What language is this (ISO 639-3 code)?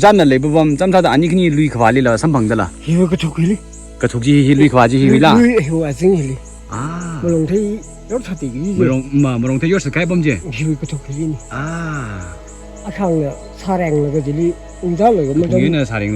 nmf